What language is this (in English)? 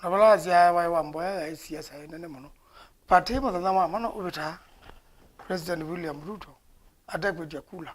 Kamba